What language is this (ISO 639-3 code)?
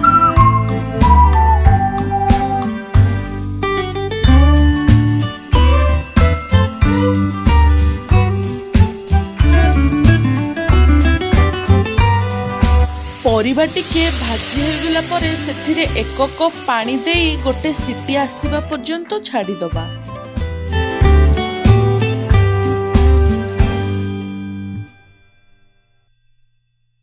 ori